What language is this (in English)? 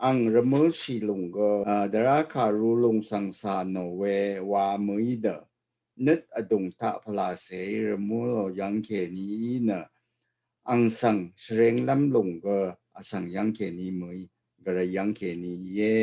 Rawang